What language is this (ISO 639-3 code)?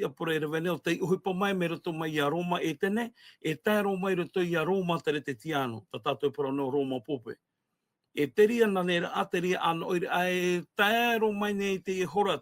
tah